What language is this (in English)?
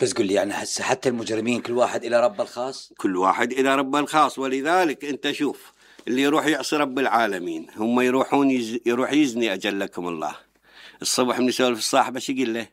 Mesopotamian Arabic